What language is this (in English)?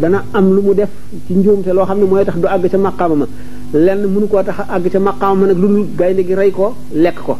Wolof